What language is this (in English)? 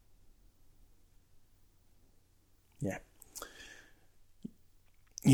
Danish